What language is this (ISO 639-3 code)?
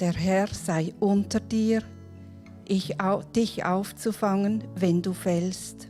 gsw